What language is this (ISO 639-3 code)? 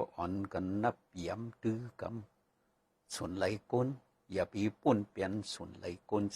shn